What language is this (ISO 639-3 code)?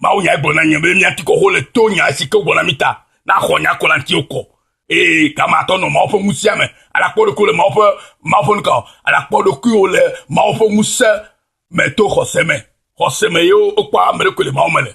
ewe